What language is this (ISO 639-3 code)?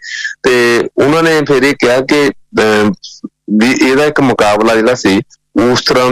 pan